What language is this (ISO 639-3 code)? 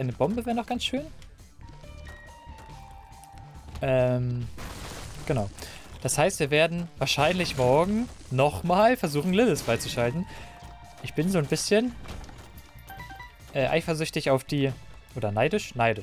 deu